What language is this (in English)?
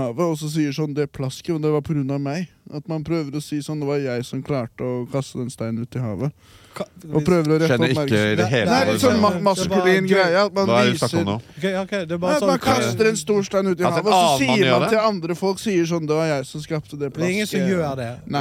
Norwegian